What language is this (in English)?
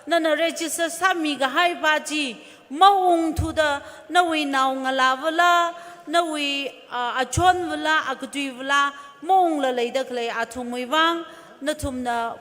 Tangkhul Naga (India)